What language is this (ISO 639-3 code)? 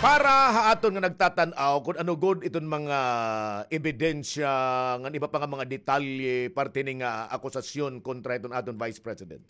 war